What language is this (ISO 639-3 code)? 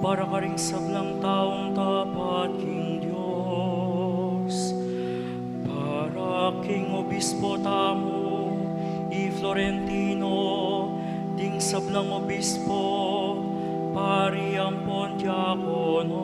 pam